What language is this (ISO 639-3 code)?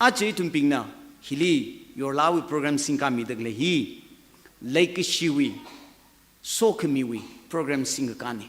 nmf